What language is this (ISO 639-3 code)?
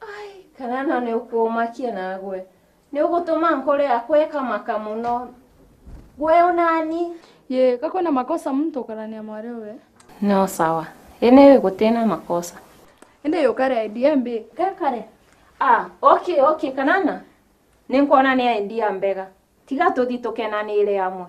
mer